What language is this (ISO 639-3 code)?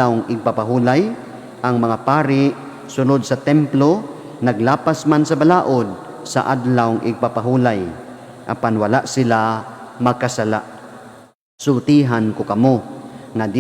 ceb